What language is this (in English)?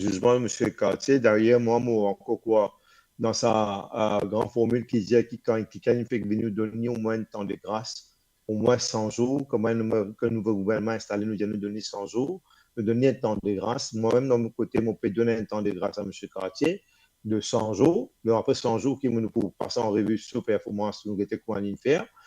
Morisyen